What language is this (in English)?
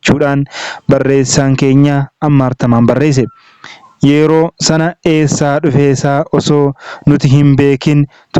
Oromo